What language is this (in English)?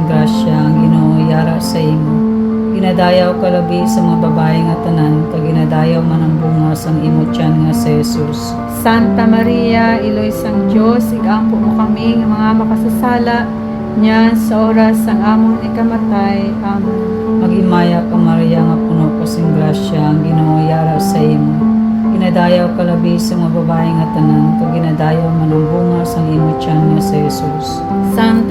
Hiligaynon